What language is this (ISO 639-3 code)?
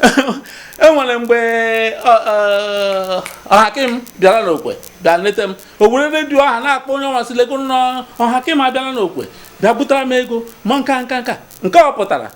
ibo